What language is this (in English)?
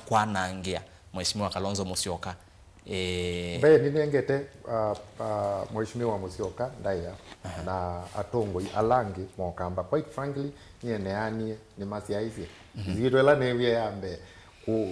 Kamba